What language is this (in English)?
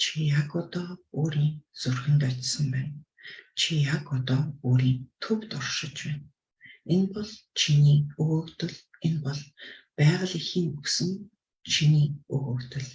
Mongolian